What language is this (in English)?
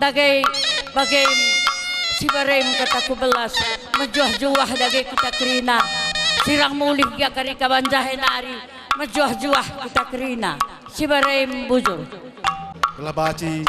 Batak Karo